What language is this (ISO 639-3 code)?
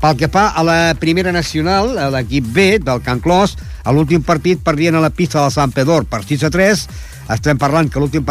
cat